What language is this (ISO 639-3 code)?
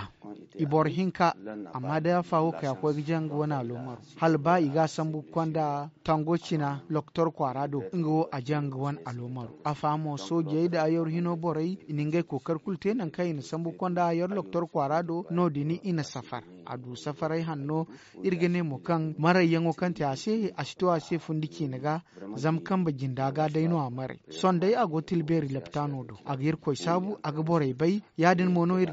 dje